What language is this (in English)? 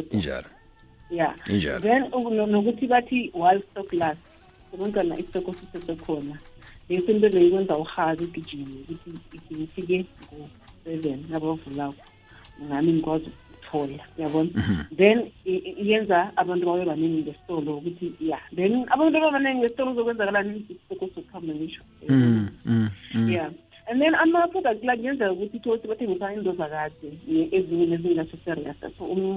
South Ndebele